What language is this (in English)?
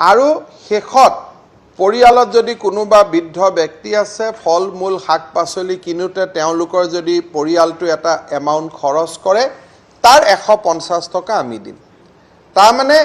Assamese